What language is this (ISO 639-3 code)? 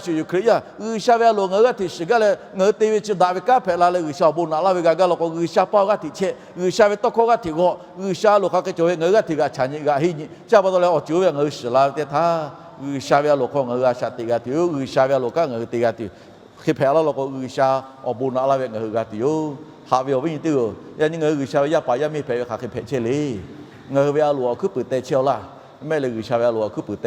lhu